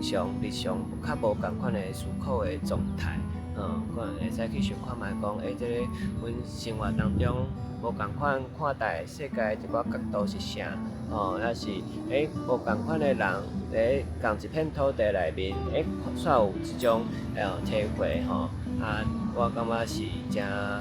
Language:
Min Nan Chinese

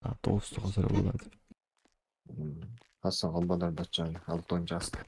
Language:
Yakut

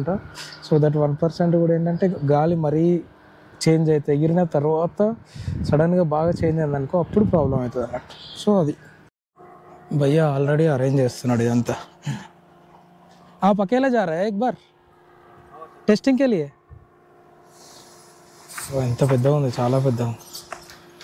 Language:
Telugu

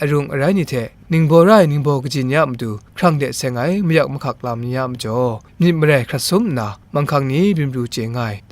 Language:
Kachin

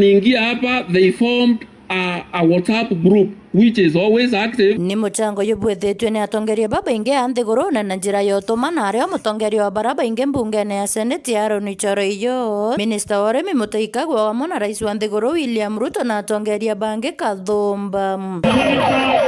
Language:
Meru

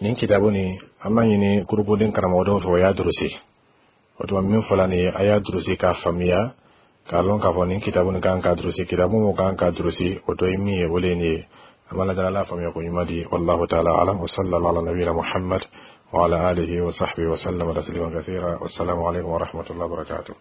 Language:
Bambara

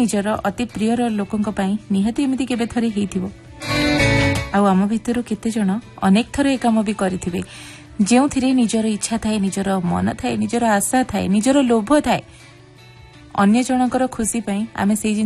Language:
Odia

